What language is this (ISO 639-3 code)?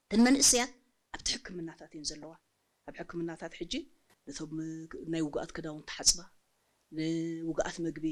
tir